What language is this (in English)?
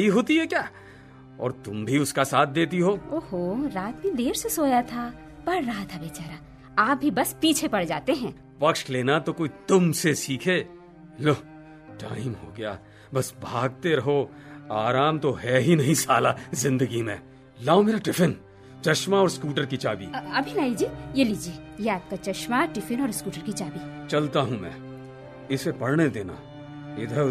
Hindi